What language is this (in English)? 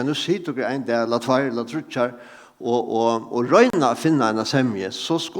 Faroese